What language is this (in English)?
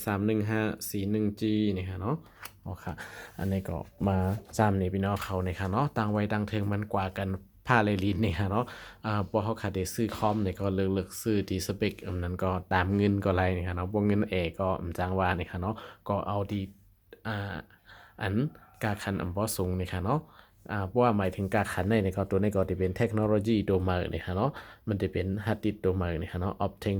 Shan